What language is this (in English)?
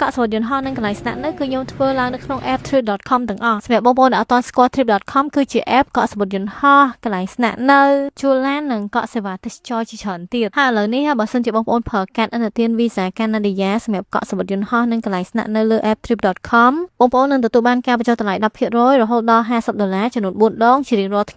Khmer